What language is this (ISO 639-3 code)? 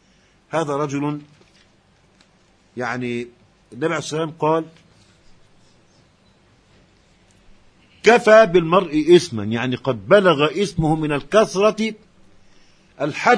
ara